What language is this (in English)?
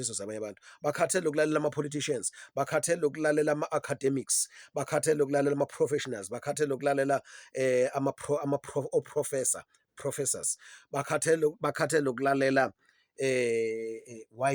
Zulu